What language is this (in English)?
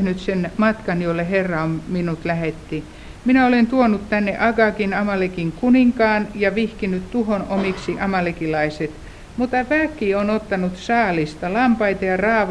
Finnish